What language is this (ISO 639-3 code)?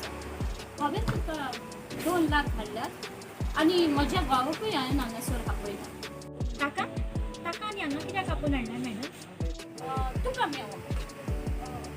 kok